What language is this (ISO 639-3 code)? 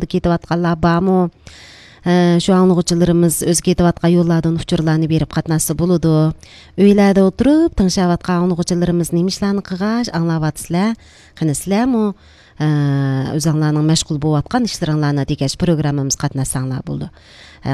uig